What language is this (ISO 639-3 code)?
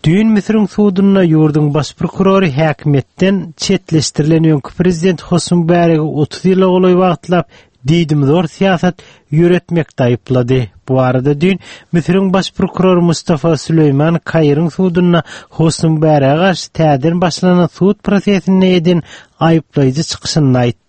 tuk